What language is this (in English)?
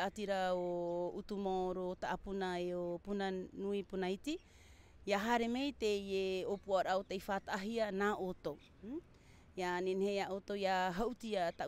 Tahitian